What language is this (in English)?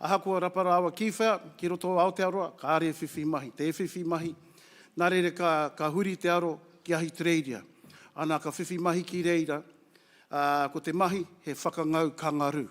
Māori